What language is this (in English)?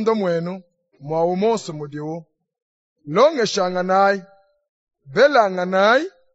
Luba-Lulua